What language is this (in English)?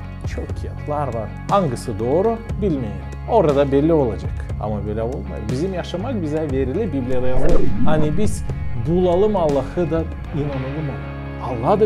Gagauz